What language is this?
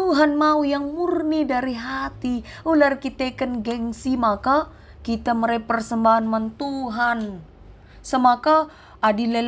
Batak Karo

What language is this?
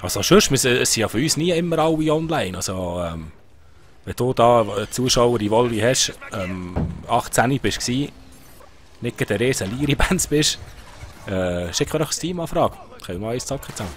Swiss German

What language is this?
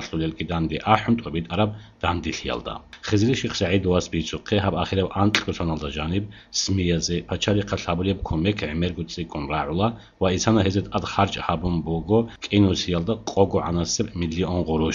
Avaric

